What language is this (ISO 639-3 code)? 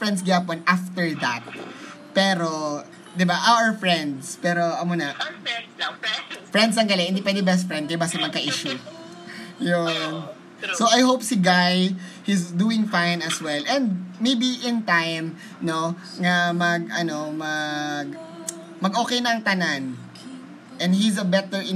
fil